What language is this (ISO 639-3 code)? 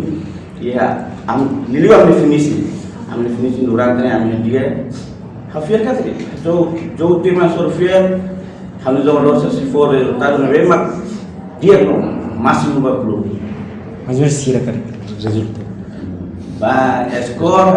tet